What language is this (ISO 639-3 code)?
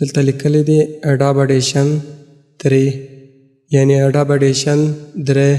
pus